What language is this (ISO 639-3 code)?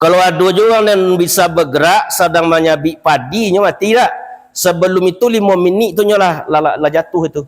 min